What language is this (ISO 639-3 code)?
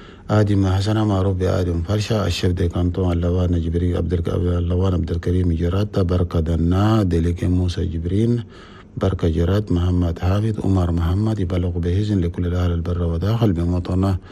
shu